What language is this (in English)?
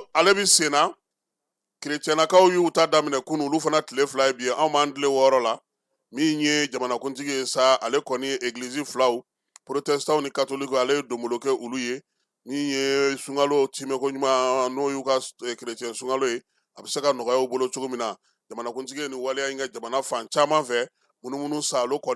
Bambara